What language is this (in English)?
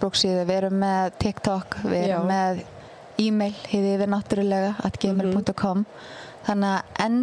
Icelandic